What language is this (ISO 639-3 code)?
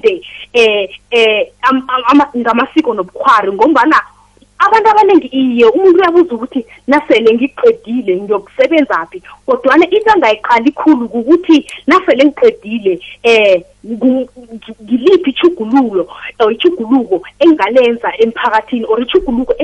nbl